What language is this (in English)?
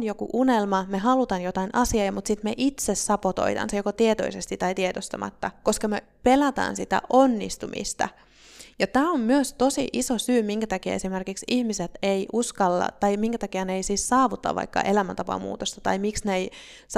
Finnish